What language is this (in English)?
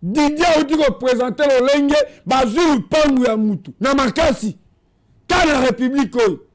Lingala